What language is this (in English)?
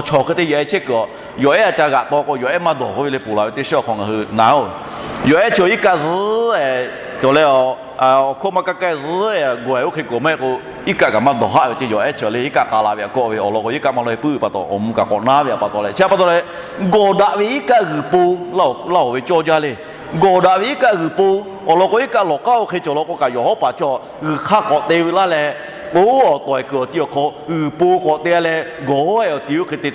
Lahu